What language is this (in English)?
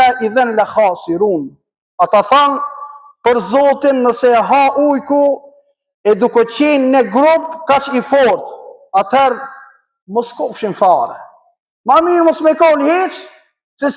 Albanian